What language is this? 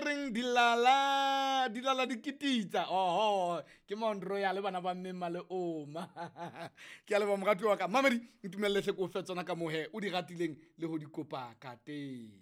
Southern Sotho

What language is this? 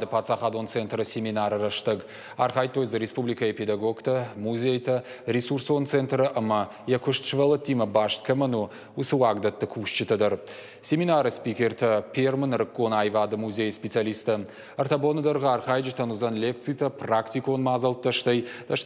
Ossetic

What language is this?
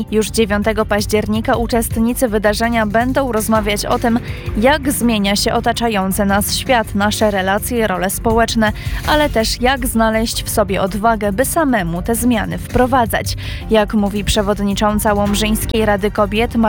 Polish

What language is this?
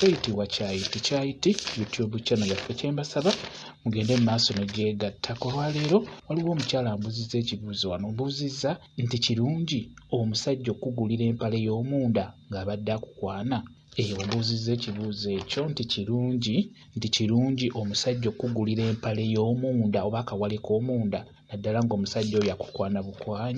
Ganda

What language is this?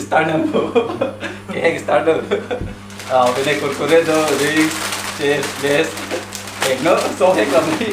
Karbi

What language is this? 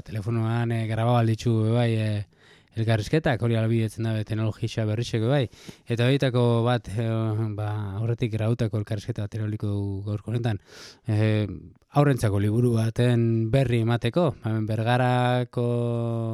Basque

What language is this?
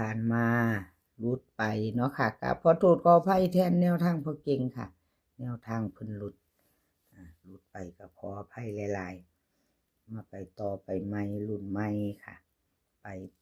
Northeastern Thai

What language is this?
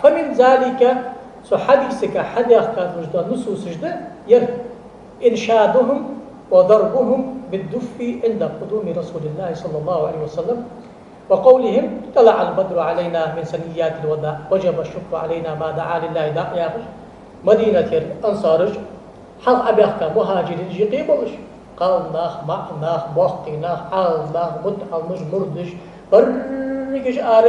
Ingush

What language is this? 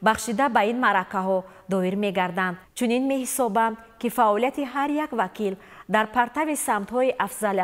Tajik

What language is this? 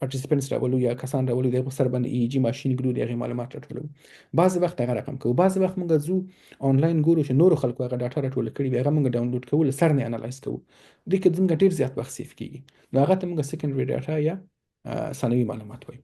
Pashto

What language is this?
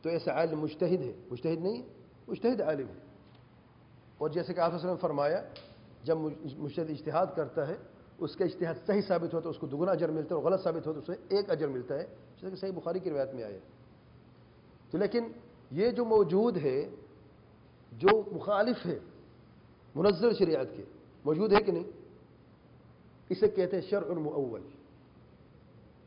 Urdu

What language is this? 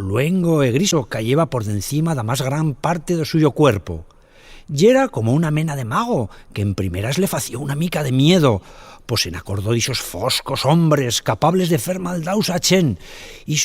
Aragonese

